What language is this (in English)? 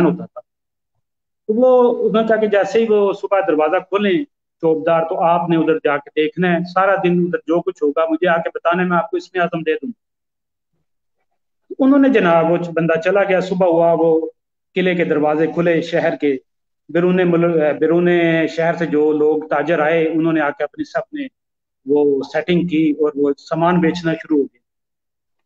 Urdu